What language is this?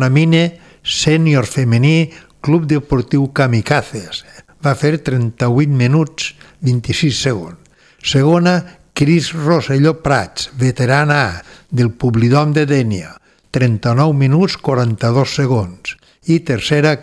Catalan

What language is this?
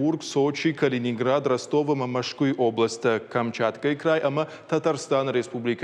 Ossetic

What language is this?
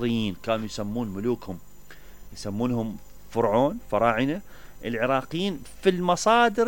Mesopotamian Arabic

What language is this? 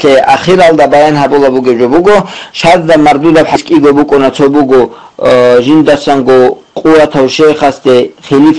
Avaric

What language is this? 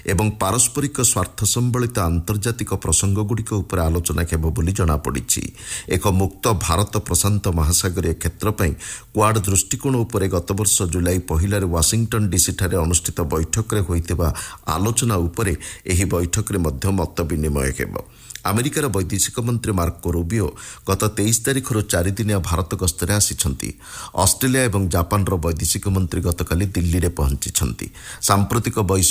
Odia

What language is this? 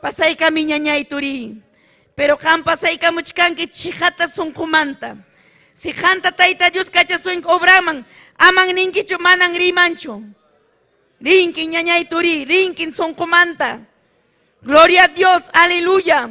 Ayacucho Quechua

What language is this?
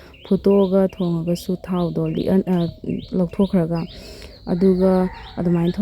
Manipuri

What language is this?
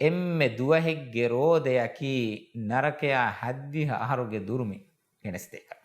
Divehi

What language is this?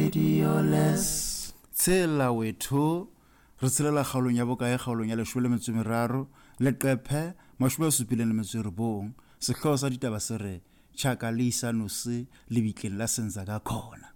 Southern Sotho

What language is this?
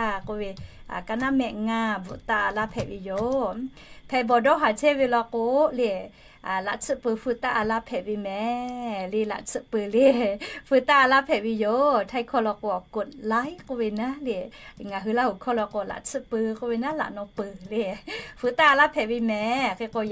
Lahu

